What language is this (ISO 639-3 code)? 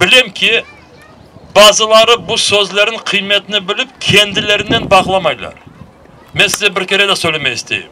crh